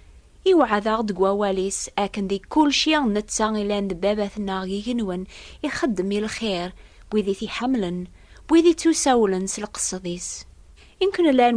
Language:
Kabyle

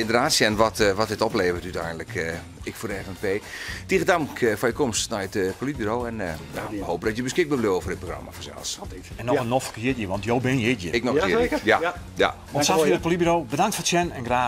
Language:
Western Frisian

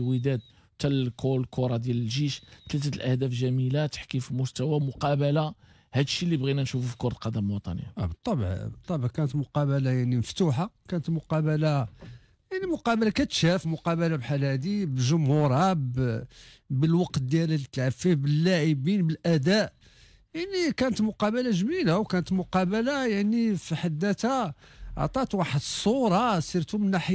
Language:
Moroccan Arabic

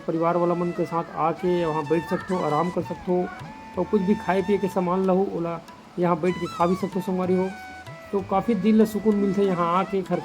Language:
Chhattisgarhi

